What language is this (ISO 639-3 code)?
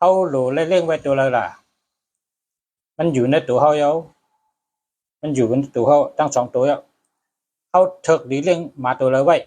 shn